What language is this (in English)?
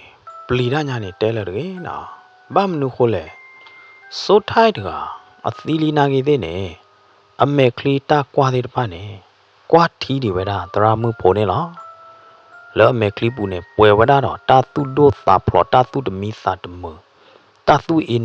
S'gaw Karen